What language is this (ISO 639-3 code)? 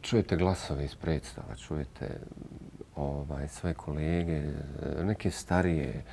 bos